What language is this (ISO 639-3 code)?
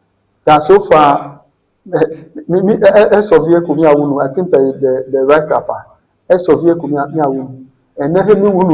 ewe